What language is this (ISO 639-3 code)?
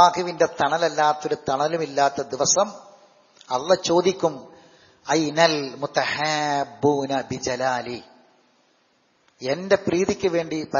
mal